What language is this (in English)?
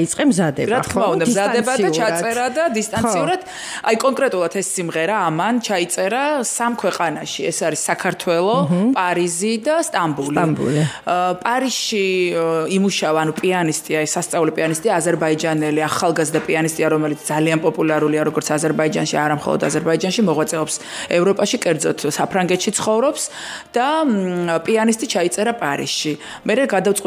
Georgian